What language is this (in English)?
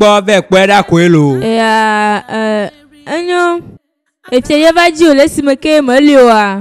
Ewe